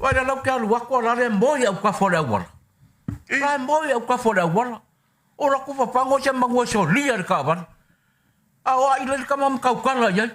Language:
Samoan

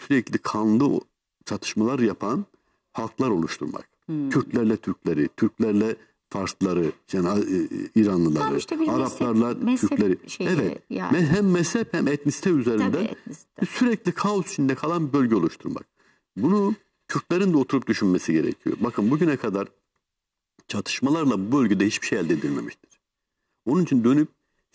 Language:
Turkish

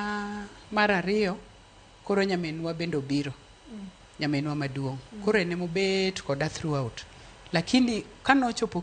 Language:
Luo (Kenya and Tanzania)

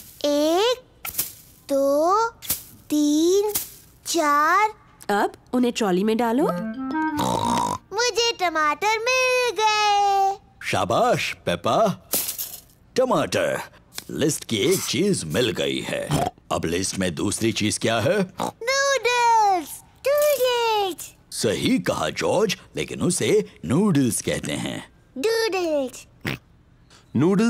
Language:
Hindi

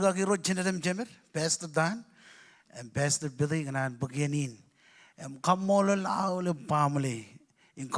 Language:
Marshallese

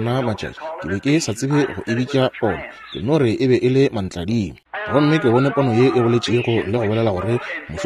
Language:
Northern Sotho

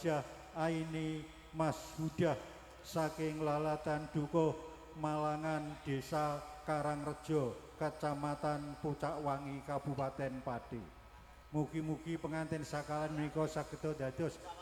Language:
Javanese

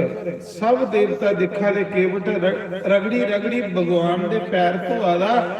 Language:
Dogri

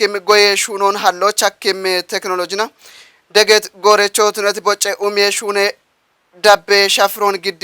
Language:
Kafa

